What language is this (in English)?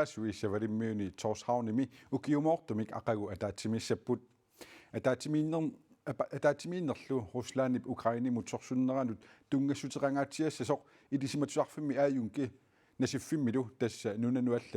Kalaallisut